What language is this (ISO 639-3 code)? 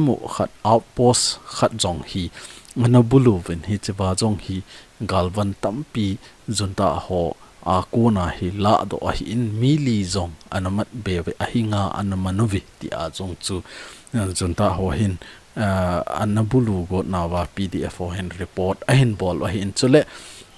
tcz